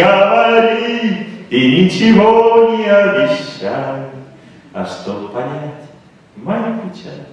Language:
Russian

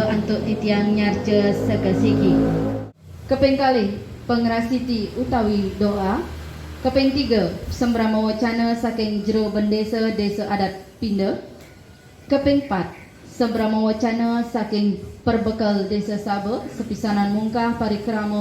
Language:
Balinese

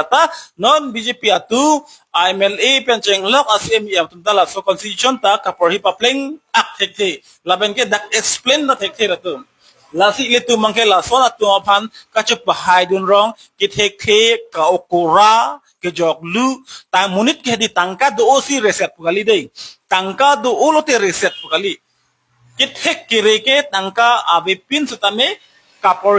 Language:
Karbi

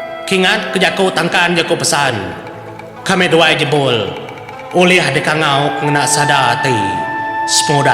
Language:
Iban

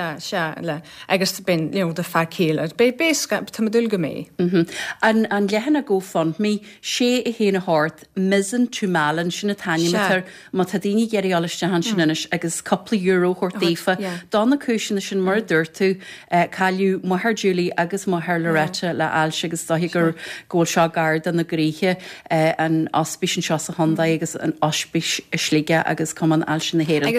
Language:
Irish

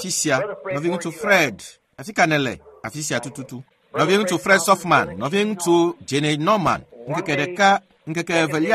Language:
Ewe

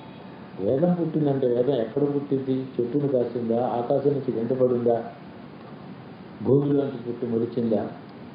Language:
Telugu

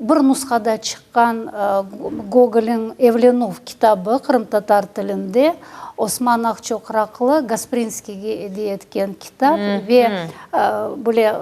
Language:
Crimean Tatar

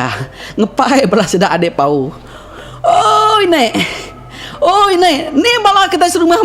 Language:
Iban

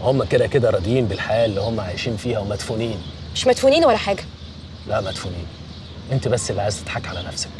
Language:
Egyptian Arabic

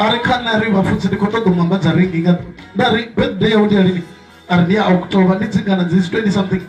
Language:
Venda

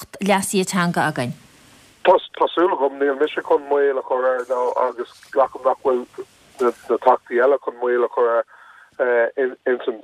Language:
Irish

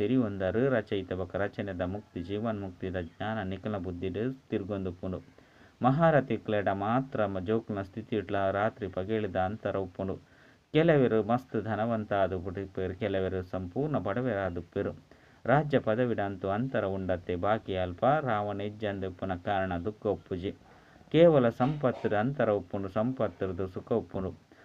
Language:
Tulu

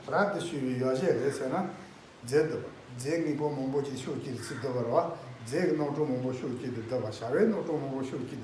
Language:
Tibetan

